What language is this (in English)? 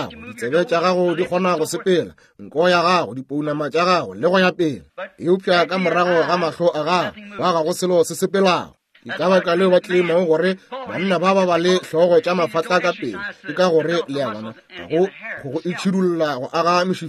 Northern Sotho